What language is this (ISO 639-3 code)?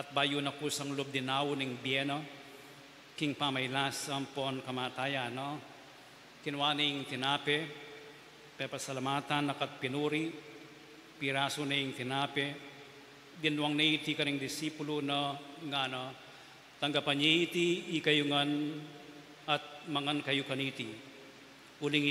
pam